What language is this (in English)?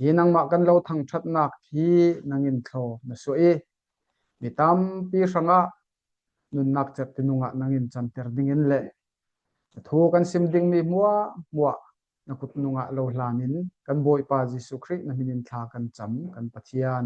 Falam Chin